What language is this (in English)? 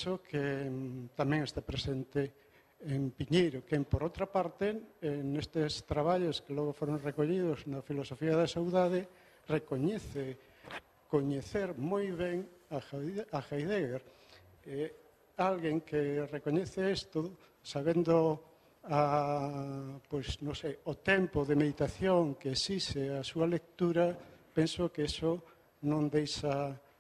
Galician